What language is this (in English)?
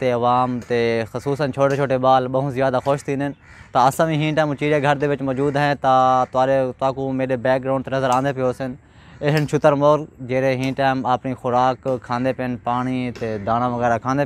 Saraiki